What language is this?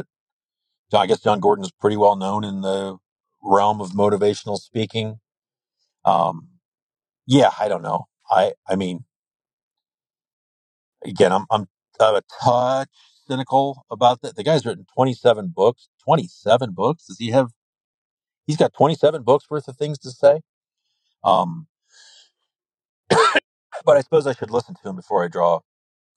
English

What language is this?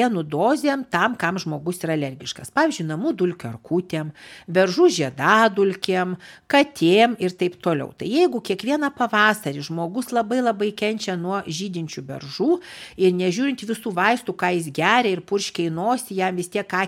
Lithuanian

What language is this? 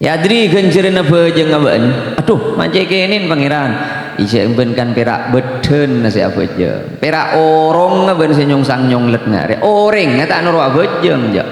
Madurese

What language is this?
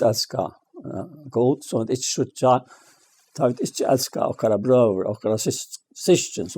Faroese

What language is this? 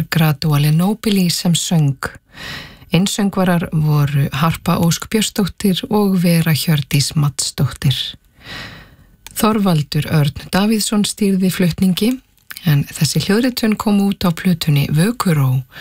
Icelandic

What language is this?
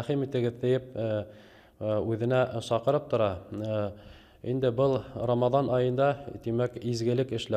Bashkir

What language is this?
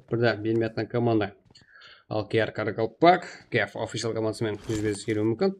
Kara-Kalpak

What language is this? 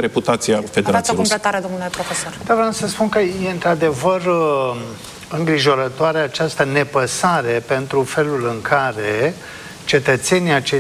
Romanian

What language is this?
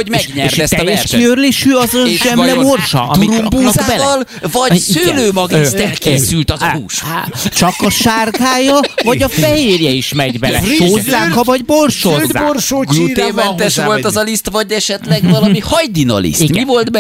Hungarian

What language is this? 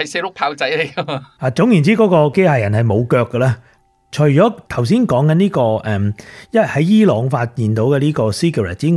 Cantonese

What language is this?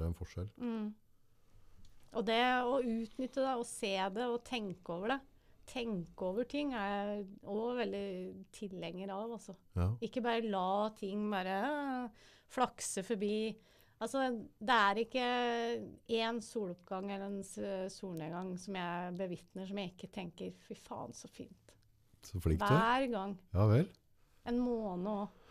Norwegian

